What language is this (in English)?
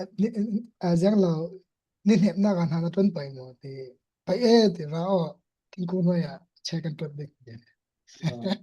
Falam Chin